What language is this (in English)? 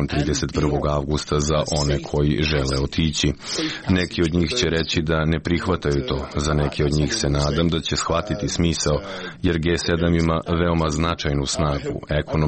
Serbian